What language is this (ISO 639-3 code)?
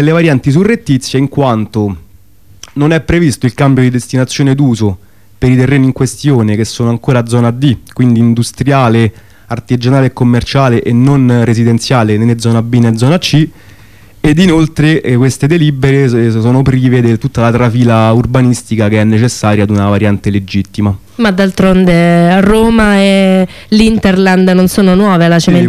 ita